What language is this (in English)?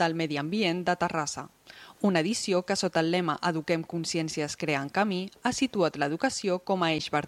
Catalan